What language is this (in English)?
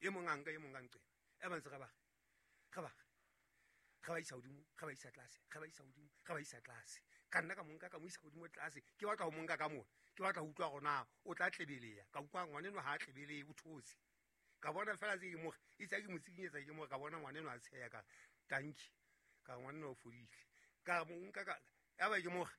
Southern Sotho